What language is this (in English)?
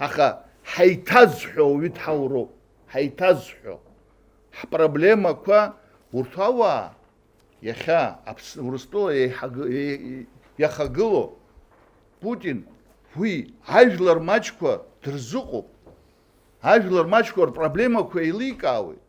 Abkhazian